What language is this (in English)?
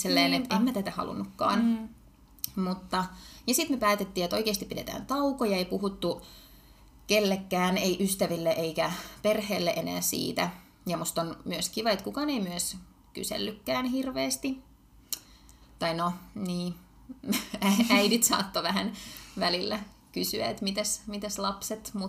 Finnish